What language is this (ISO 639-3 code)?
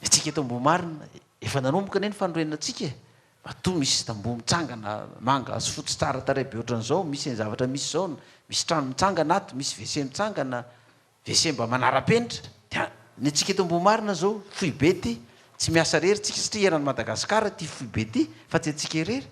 mlg